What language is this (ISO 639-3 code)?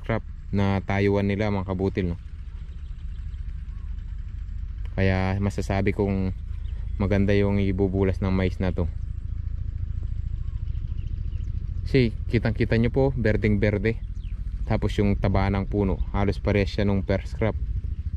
fil